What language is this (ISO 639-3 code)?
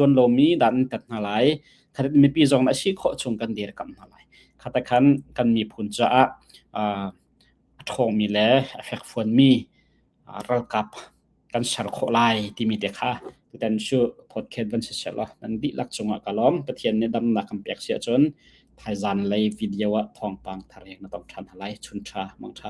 cnh